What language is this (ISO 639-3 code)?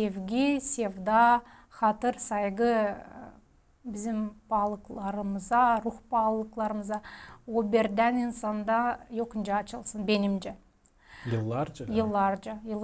gag